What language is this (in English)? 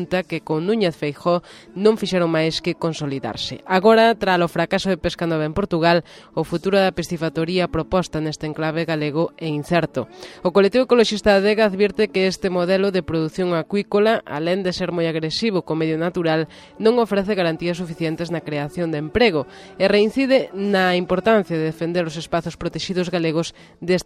Galician